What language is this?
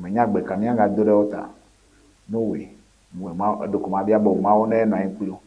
Ewe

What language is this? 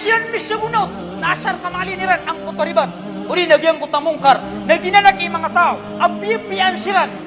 Maranao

